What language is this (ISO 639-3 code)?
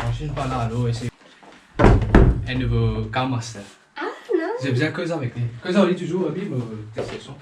mfe